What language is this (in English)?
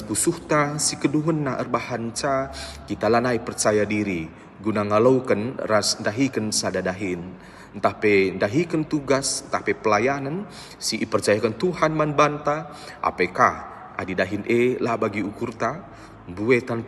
Batak Karo